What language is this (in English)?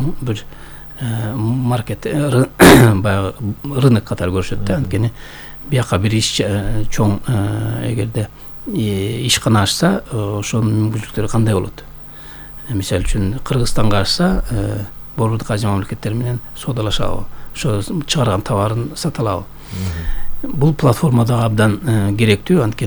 Kyrgyz